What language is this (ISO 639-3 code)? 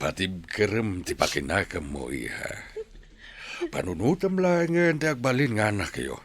ilo